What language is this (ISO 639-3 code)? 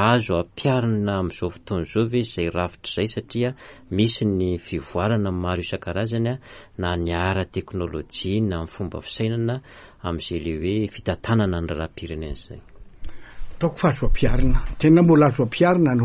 mlg